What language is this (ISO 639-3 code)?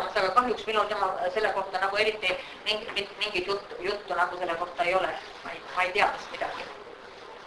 est